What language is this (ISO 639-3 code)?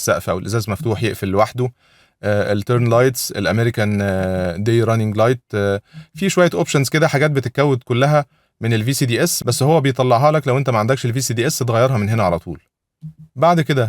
arz